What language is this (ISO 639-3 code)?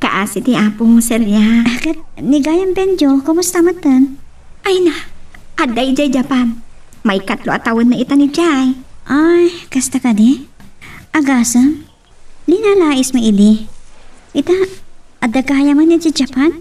ilo